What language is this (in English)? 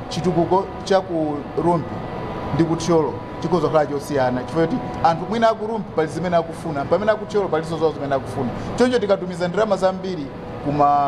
Nyanja